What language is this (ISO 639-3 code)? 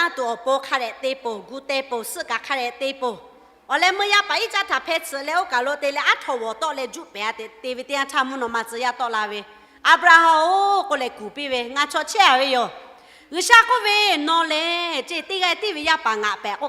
lhu